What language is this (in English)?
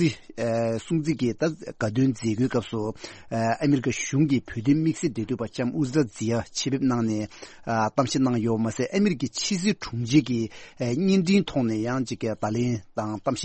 Tibetan